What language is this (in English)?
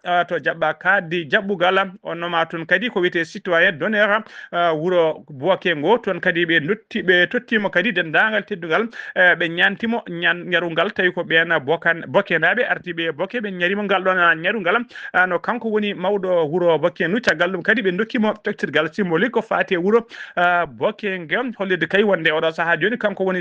Fula